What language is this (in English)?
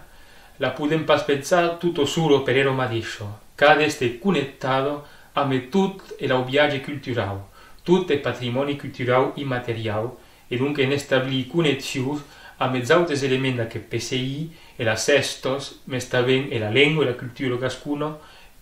Occitan